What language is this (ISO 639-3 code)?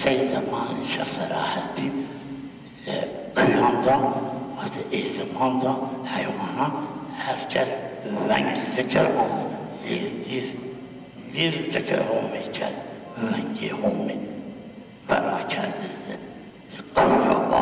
zza